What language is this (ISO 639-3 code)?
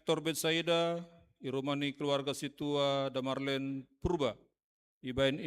bts